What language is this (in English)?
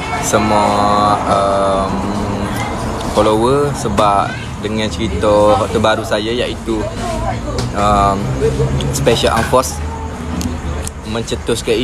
Malay